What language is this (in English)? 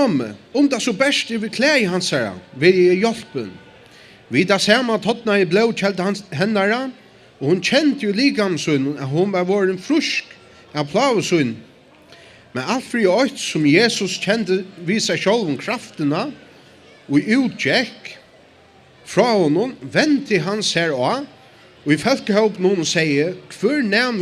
Faroese